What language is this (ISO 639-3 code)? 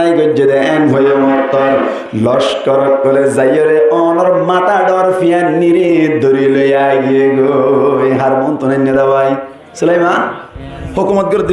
rhg